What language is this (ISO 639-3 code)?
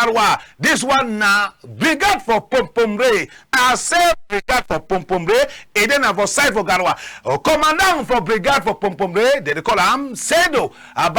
wes